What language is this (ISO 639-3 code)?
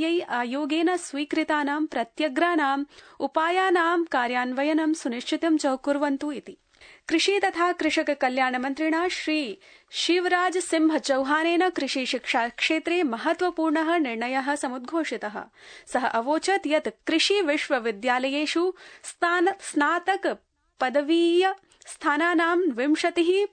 san